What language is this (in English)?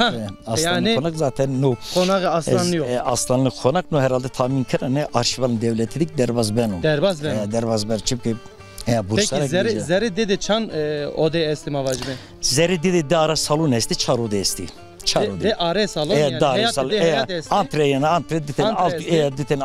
Zaza